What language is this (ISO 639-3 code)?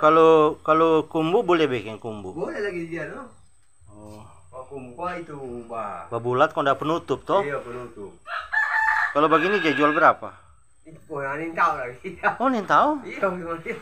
xmm